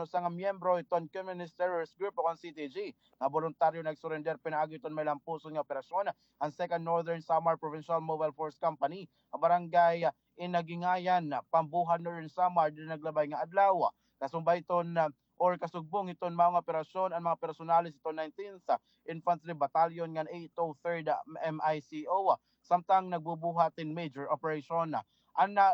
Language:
Waray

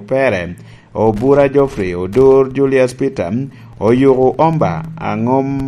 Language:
Lango (Uganda)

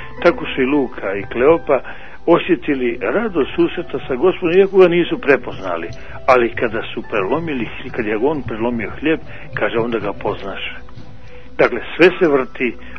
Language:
Bosnian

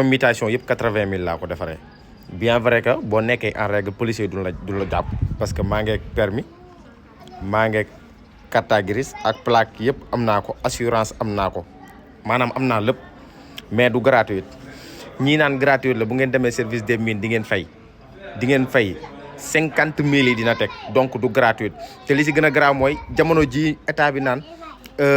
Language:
Wolof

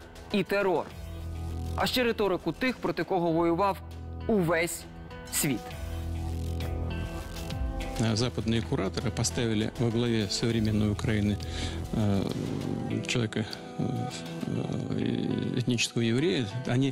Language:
Ukrainian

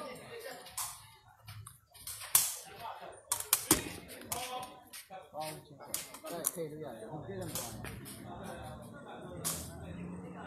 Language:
Burmese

